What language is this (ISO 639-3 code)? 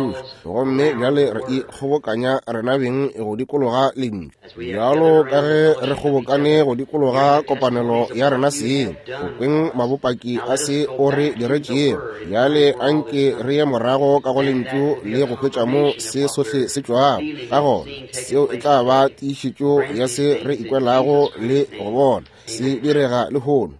nso